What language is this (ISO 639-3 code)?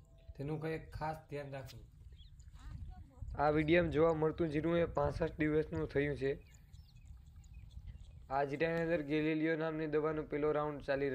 guj